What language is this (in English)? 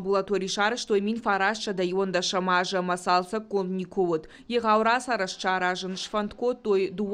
Ossetic